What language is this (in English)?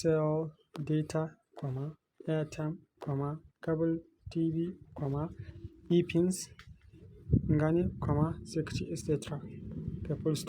Hausa